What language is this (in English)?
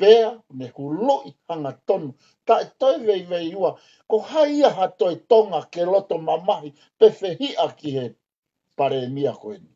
Tongan